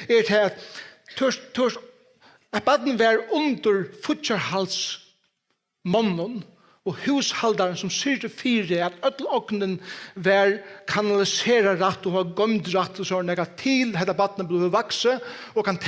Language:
Faroese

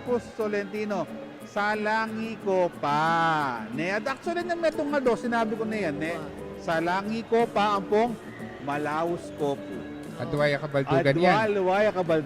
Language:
Pampanga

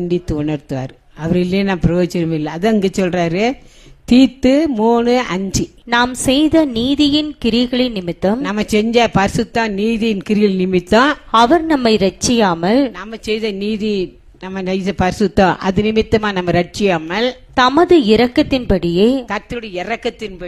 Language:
Tamil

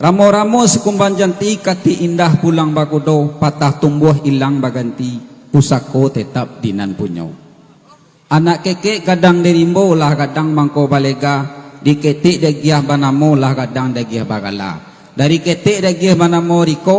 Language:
Minangkabau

